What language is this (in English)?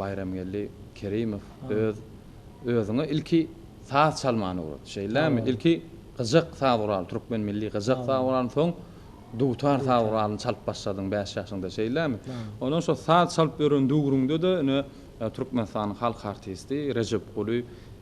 Turkmen